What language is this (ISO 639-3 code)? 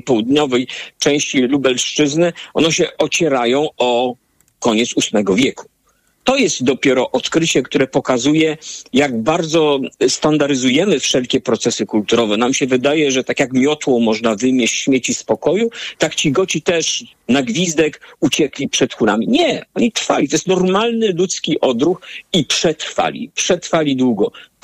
pol